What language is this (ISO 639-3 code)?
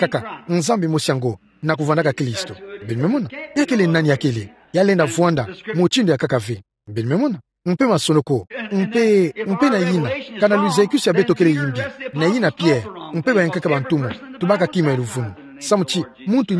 ktu